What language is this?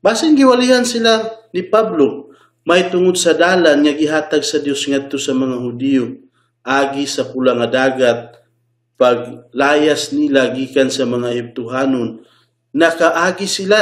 Cebuano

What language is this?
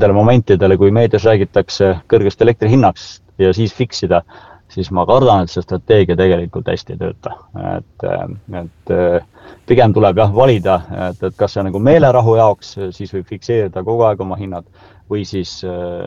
Estonian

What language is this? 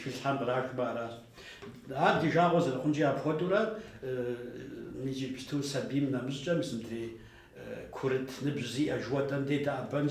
Kabardian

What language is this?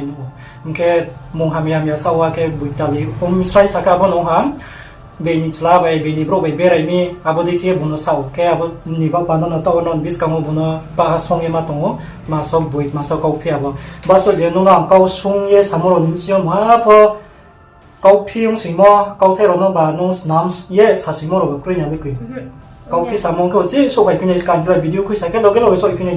Riang (India)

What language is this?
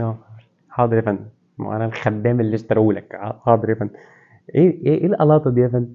Egyptian Arabic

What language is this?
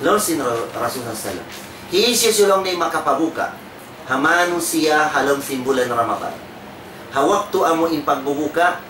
Tausug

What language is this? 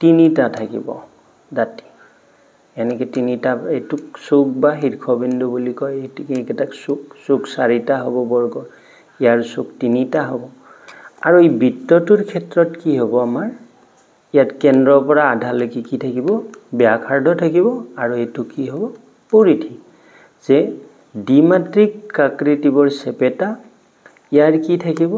Assamese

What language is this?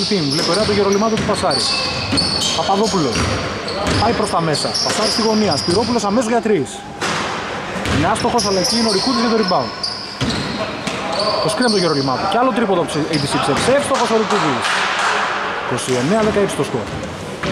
Greek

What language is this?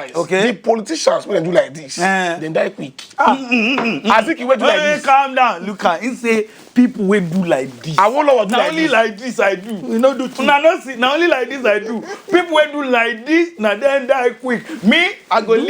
Nigerian Pidgin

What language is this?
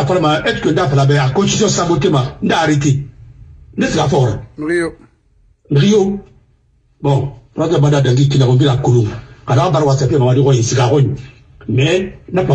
French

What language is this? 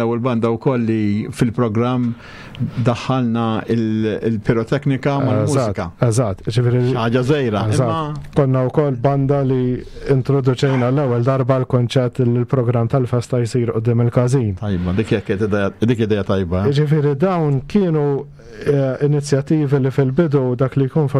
Maltese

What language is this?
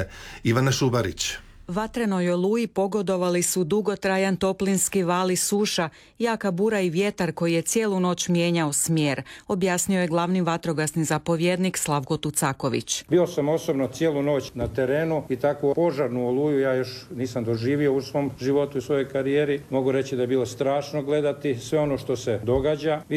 Croatian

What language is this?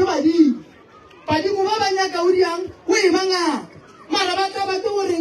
Northern Sotho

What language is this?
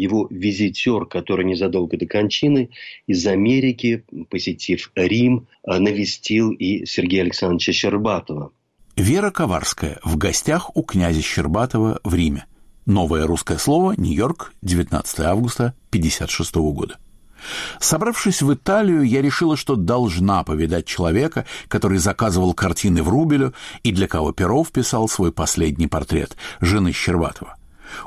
Russian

